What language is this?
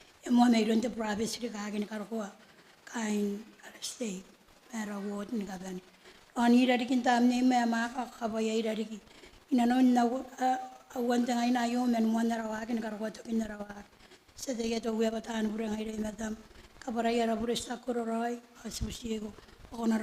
Gilbertese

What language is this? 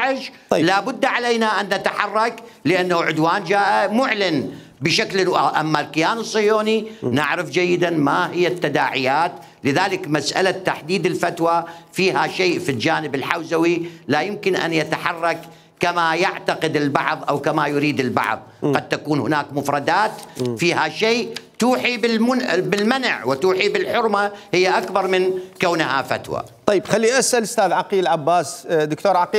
Mesopotamian Arabic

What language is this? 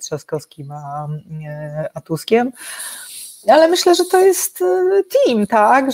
Polish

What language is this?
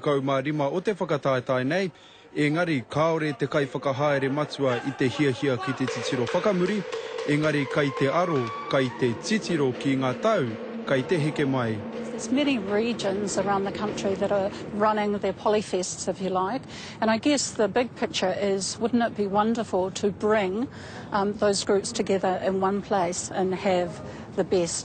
Māori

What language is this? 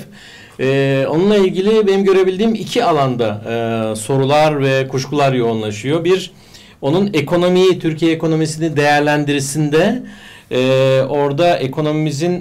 Turkish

